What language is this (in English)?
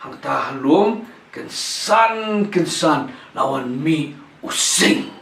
Khasi